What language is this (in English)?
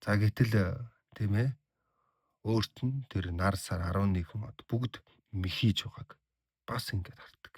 Mongolian